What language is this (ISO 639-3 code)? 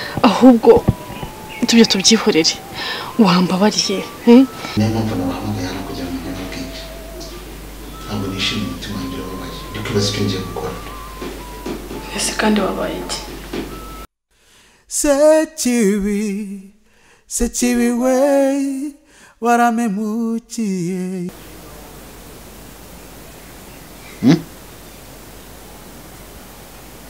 kin